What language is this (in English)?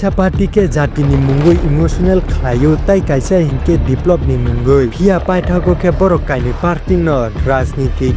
Kok Borok